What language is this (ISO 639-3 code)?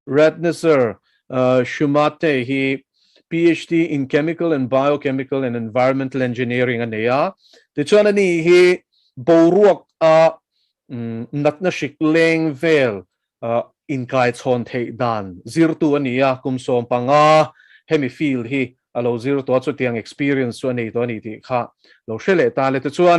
lus